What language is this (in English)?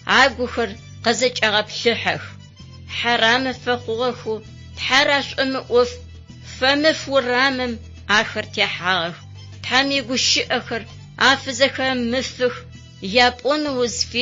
Adyghe